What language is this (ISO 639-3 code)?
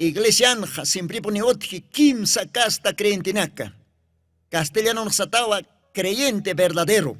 aym